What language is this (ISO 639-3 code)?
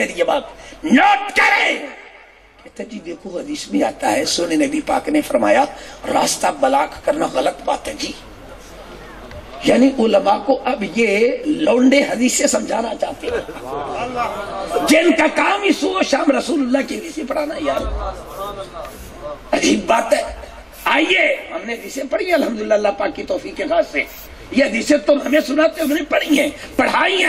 urd